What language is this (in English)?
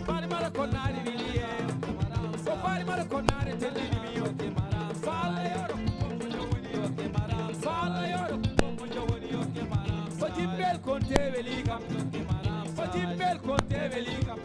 Fula